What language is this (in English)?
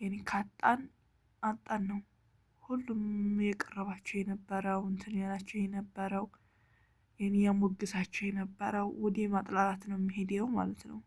Amharic